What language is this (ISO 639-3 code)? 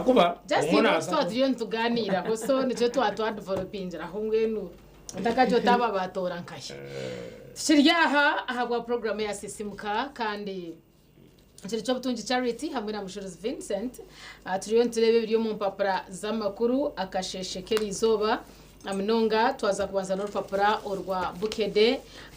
nyn